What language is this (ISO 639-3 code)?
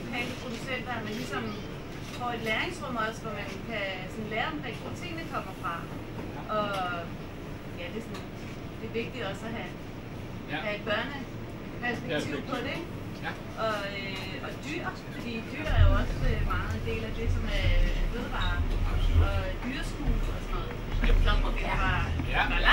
dan